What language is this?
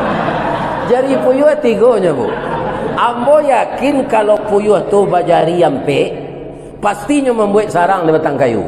Minangkabau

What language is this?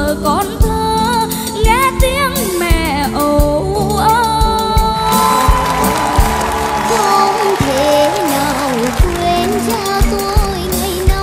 Vietnamese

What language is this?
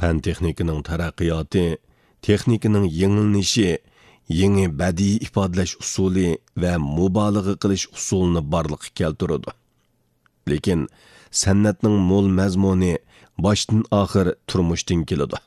Uyghur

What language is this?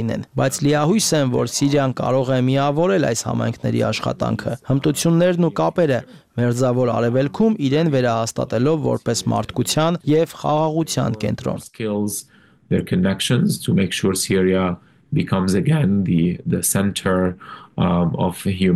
Armenian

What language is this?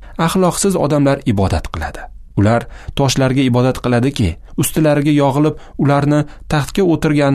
Uzbek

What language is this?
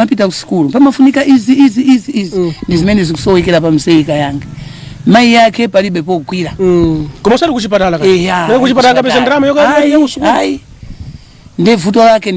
Nyanja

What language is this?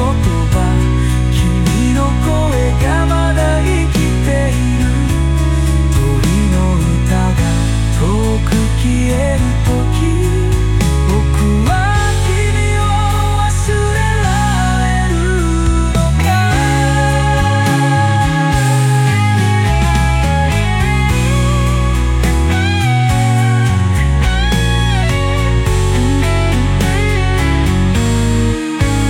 Japanese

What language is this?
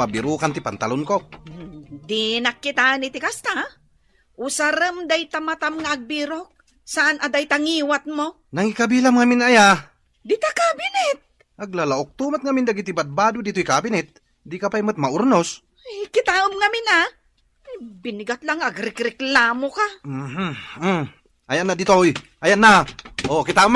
Iloko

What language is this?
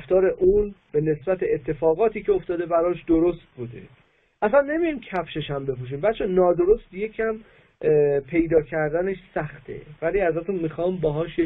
Persian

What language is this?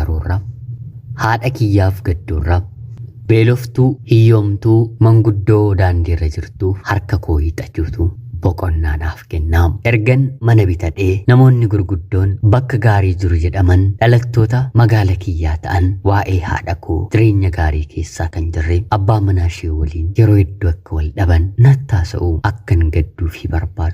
Oromo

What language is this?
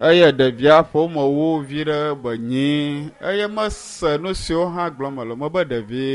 Ewe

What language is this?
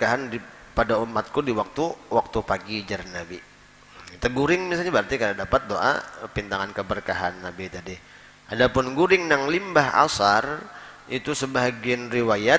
Banjar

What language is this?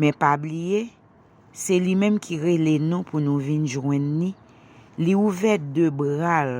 Haitian Creole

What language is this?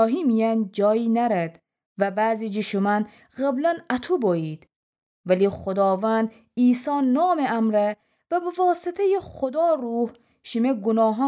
Gilaki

